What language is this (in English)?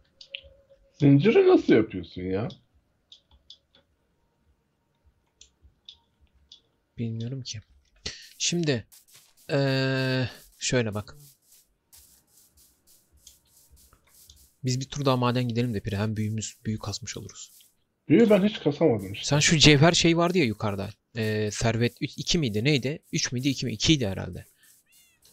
Turkish